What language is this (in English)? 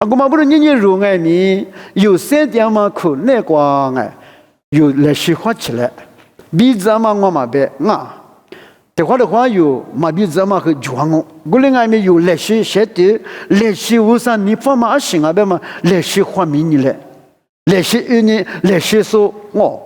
Lisu